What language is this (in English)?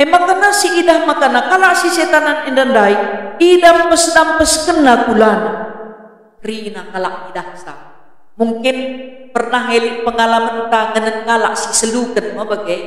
Batak Karo